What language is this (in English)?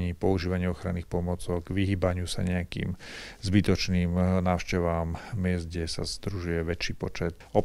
Slovak